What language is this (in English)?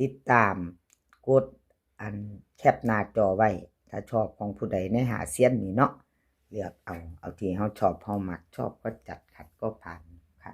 Northeastern Thai